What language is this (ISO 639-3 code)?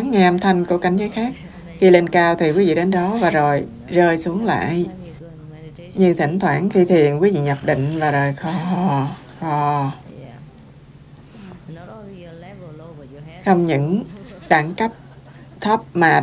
vie